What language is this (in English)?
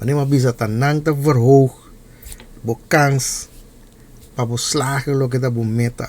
Papiamento